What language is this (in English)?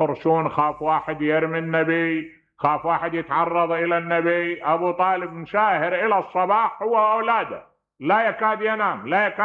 Mesopotamian Arabic